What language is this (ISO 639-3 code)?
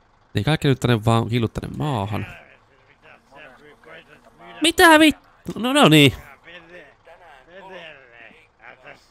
fin